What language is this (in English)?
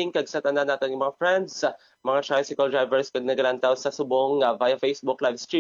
Hiligaynon